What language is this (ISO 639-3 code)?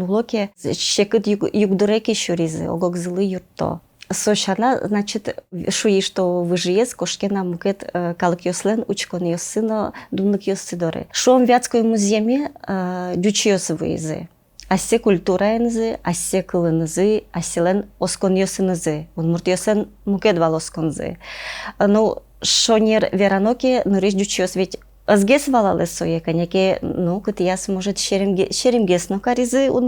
udm